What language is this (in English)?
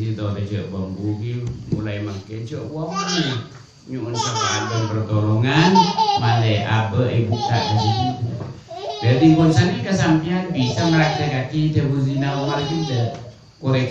Madurese